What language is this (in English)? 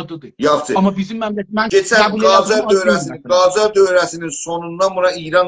South Azerbaijani